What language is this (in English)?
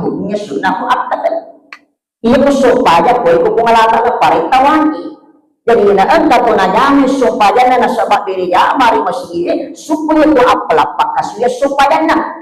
Buginese